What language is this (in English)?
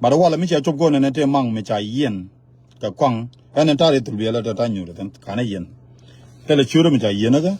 Nuer